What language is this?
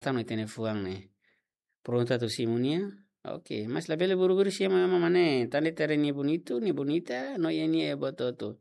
Tetum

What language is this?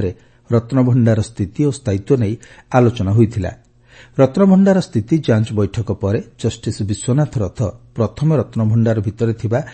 Odia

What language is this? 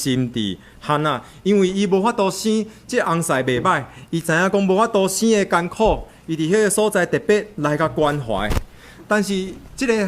Min Nan Chinese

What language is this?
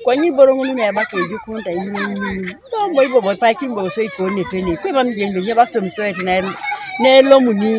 Teso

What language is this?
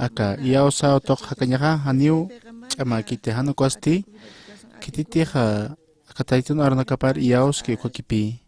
Aymara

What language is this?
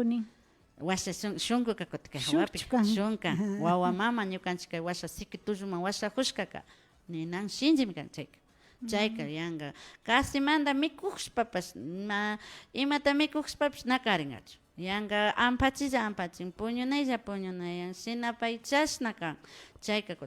Imbabura Highland Quichua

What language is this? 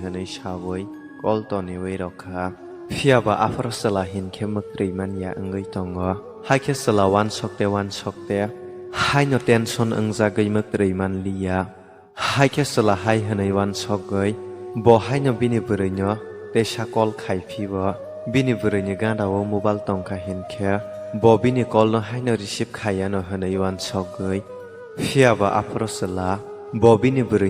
Kok Borok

